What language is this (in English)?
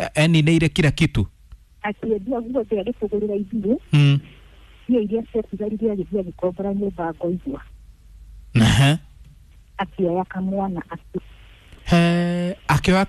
Kikuyu